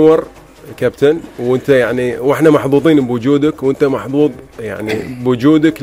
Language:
Gulf Arabic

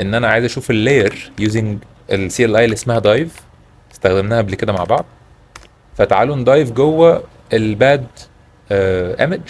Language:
Egyptian Arabic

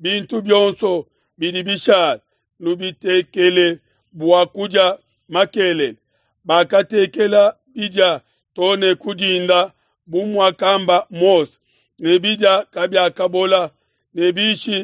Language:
Luba-Lulua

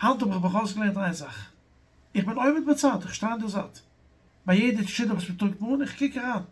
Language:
Yiddish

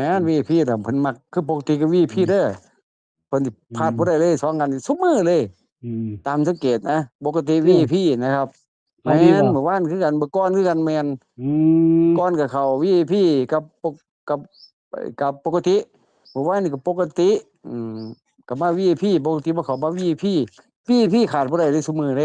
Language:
Northeastern Thai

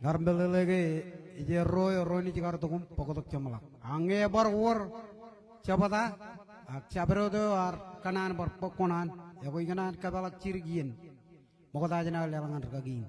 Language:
Marshallese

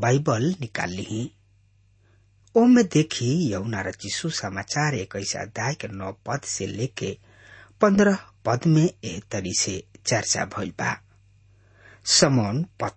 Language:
Bhojpuri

